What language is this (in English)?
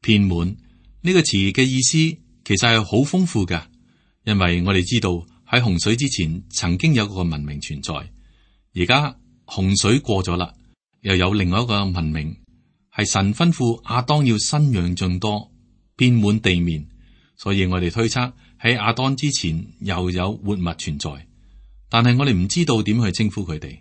Cantonese